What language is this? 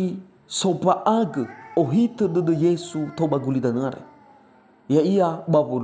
Nias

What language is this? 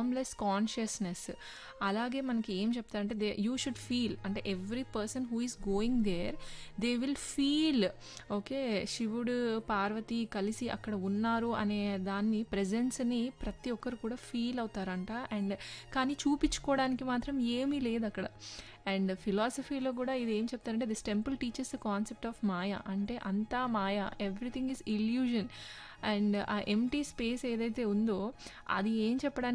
Telugu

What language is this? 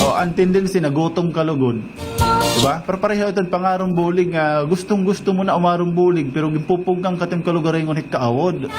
Waray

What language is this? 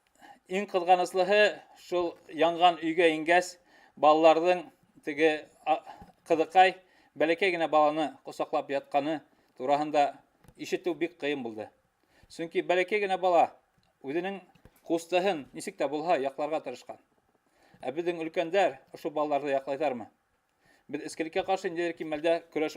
Bashkir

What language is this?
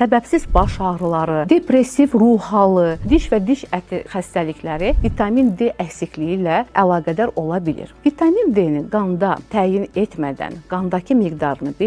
Azerbaijani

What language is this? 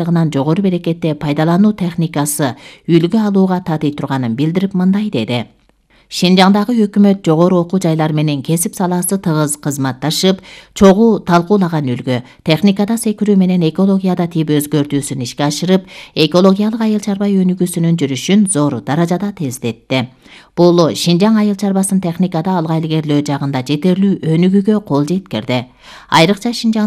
Kyrgyz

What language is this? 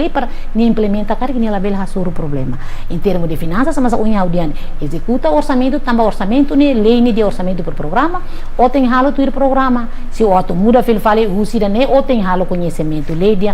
Tetum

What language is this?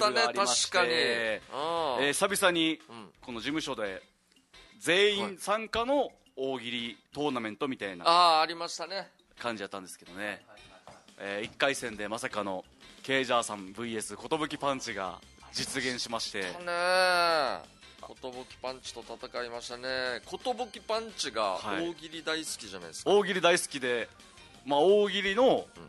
Japanese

